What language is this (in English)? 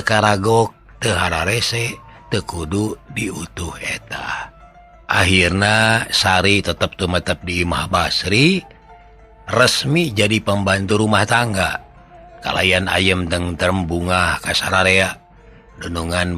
Sundanese